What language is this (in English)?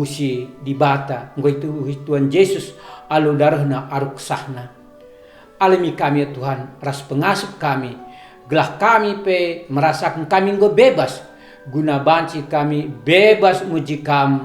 Batak Karo